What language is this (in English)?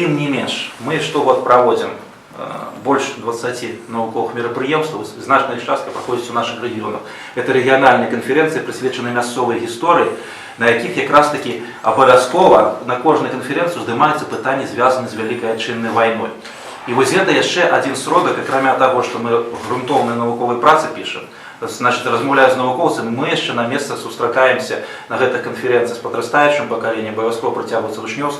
Belarusian